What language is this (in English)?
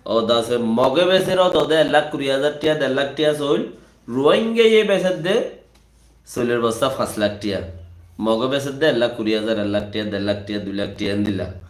Rohingya